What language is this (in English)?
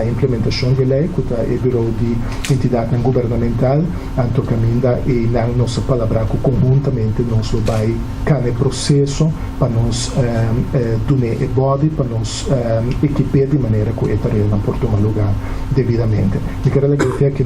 Papiamento